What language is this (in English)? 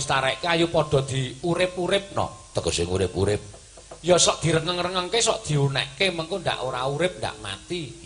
Javanese